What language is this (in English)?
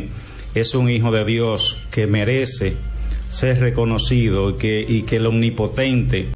Spanish